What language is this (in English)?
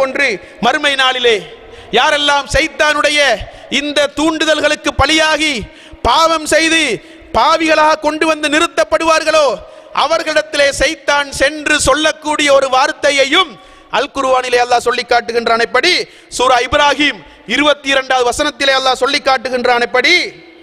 Tamil